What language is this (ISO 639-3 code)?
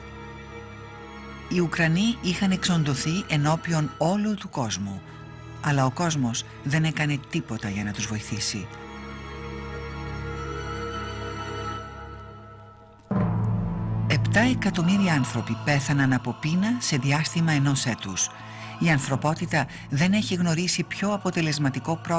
ell